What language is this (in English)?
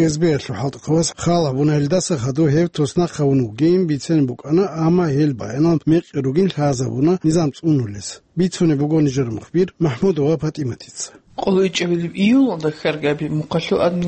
Avaric